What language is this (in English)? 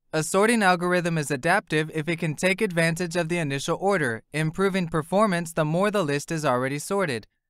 English